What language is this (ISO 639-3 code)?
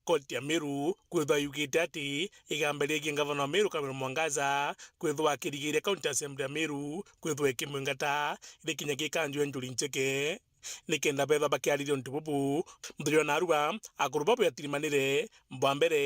mer